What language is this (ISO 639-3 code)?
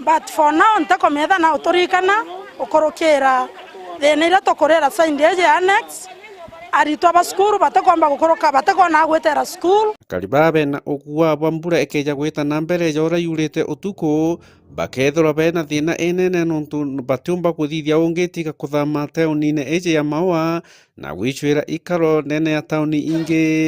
mer